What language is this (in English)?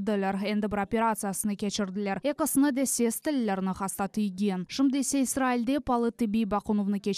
Crimean Tatar